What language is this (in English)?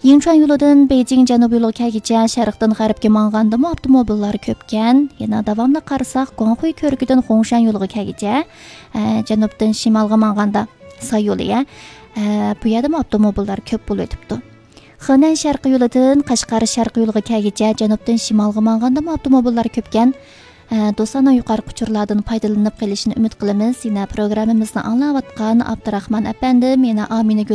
Uyghur